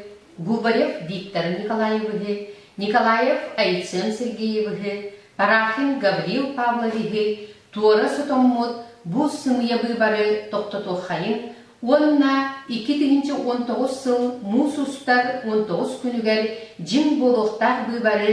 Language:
Yakut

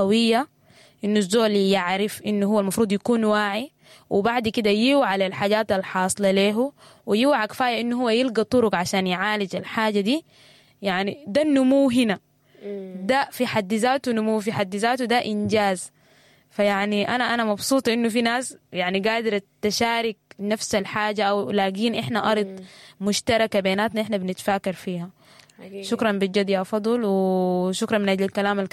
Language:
Sudanese Arabic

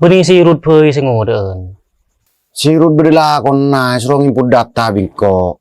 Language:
Madurese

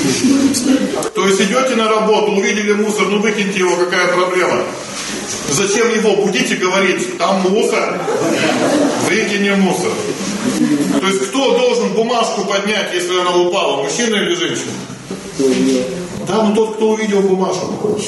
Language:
Russian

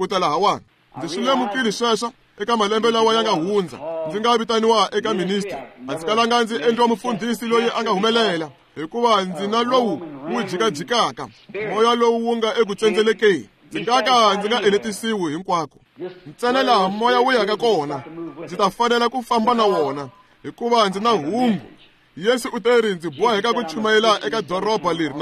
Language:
Tsonga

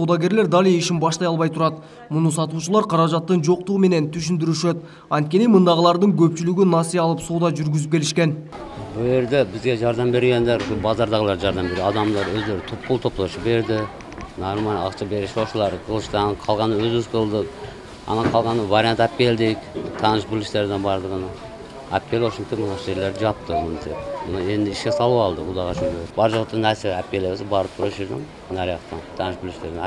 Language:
Kyrgyz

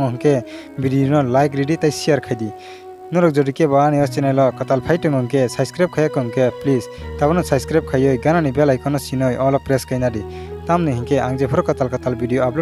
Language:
Kok Borok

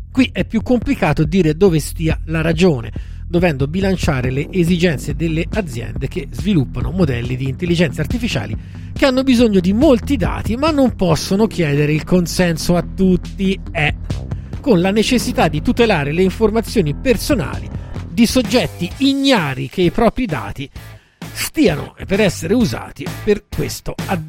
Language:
Italian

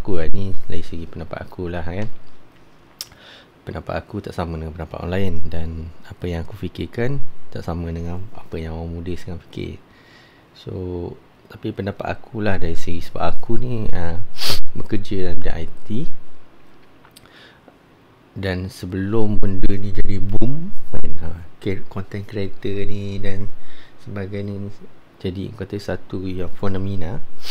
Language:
Malay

